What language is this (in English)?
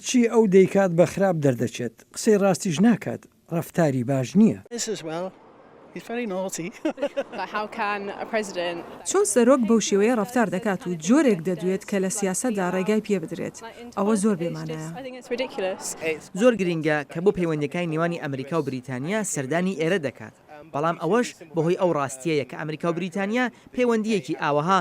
Central Kurdish